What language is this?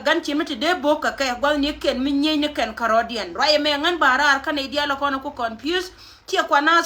Nuer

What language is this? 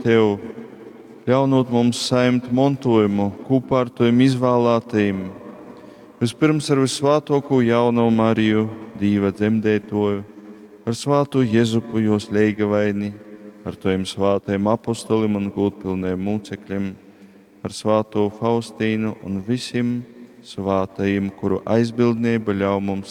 Latgalian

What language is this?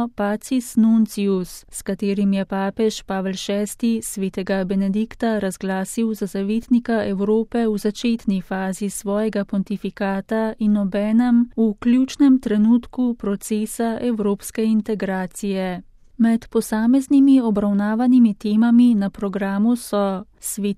Slovenian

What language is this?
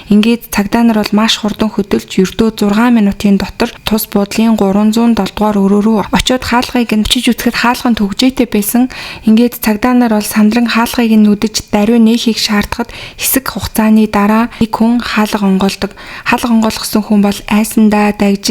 Mongolian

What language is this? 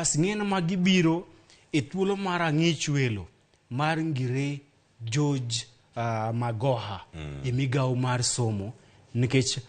Luo (Kenya and Tanzania)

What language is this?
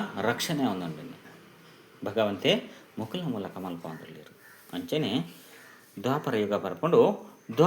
Tulu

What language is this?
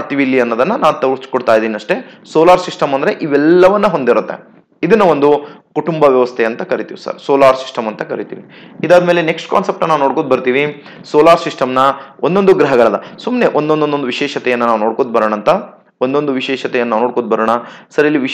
Kannada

